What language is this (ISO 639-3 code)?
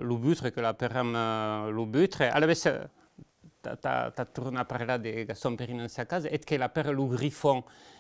oci